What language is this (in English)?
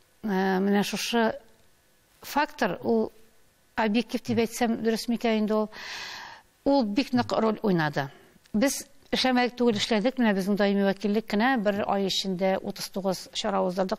Tatar